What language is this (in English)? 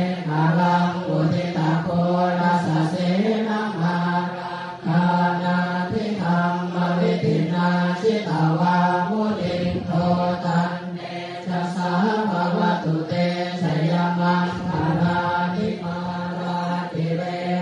Pali